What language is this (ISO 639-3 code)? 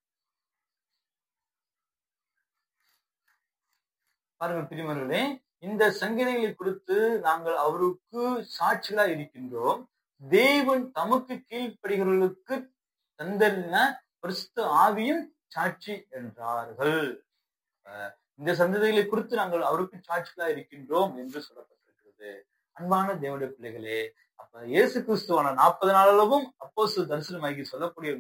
tam